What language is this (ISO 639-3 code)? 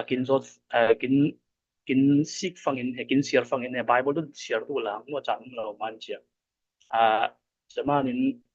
cfm